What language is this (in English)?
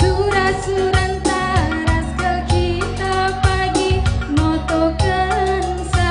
Batak Karo